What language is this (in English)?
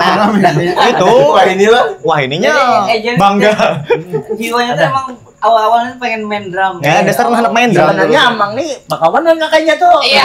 Banjar